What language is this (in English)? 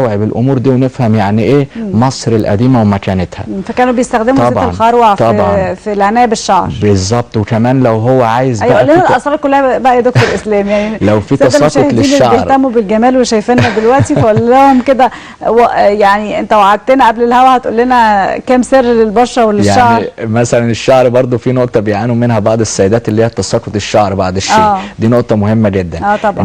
Egyptian Arabic